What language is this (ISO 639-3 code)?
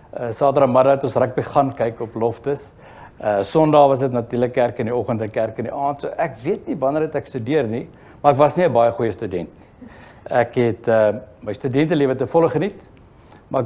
afr